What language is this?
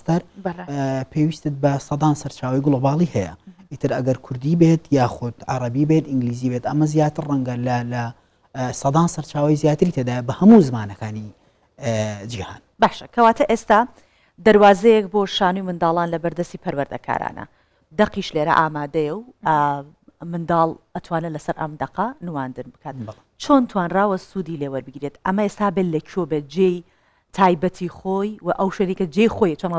Central Kurdish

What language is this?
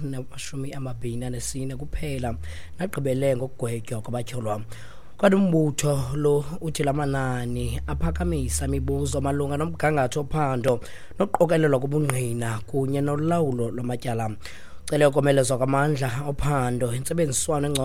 Xhosa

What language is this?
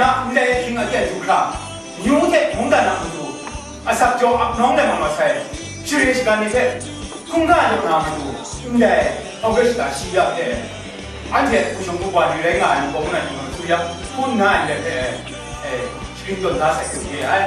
Kachin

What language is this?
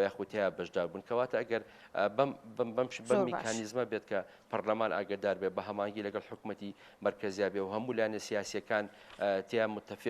Central Kurdish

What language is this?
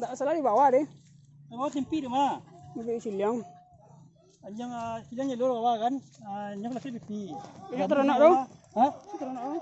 Minangkabau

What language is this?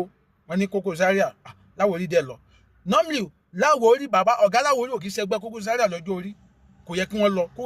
Yoruba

